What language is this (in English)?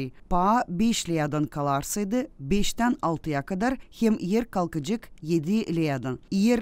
Gagauz